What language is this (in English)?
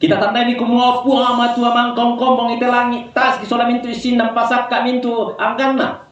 Toraja-Sa'dan